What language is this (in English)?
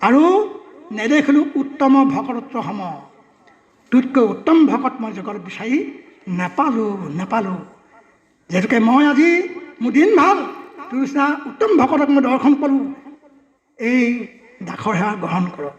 Assamese